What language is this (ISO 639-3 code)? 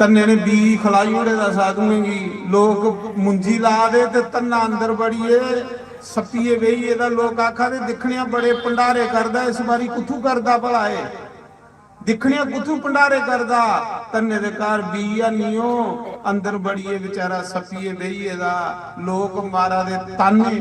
doi